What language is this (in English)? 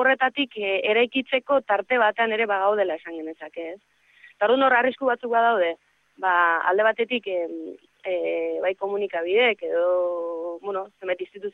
Basque